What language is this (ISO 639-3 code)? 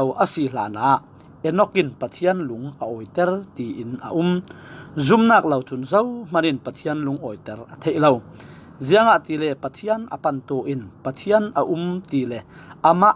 cfm